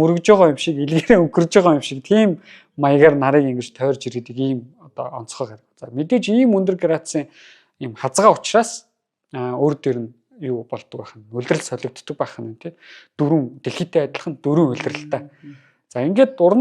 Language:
Mongolian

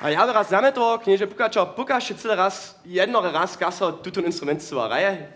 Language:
Upper Sorbian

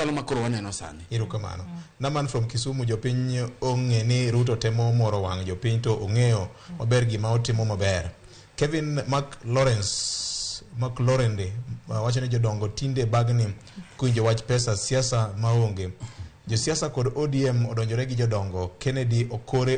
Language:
Luo (Kenya and Tanzania)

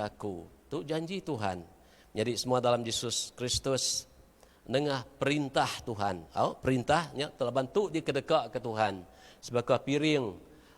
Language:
Iban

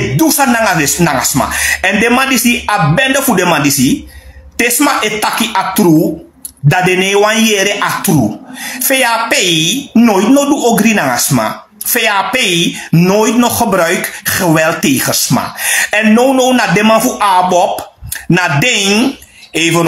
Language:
Sranan Tongo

